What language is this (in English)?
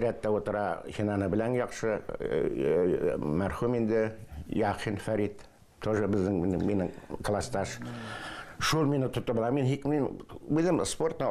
Bashkir